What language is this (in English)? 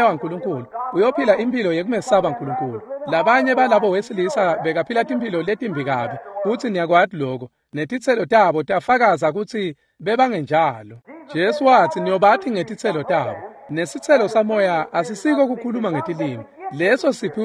Swati